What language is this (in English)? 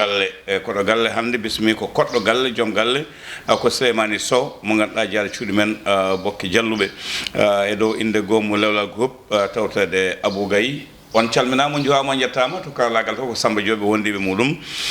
Fula